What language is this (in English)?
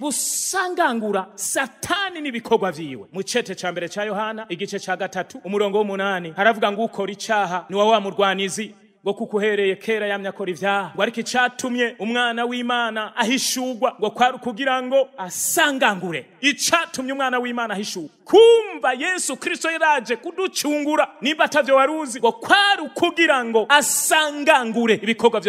Rundi